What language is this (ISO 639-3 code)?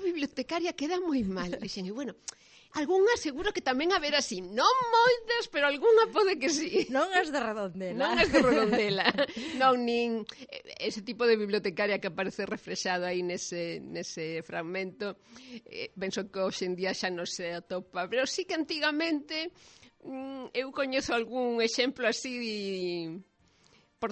glg